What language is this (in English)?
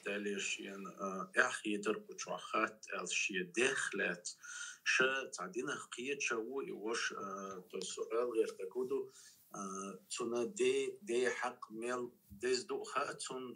Chechen